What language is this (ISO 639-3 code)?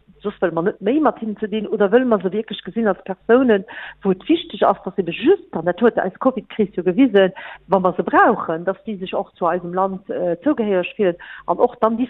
ltz